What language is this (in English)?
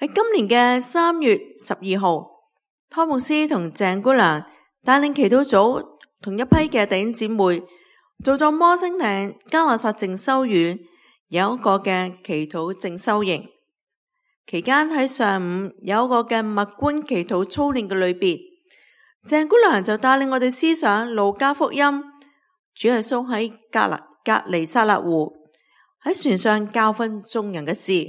Cantonese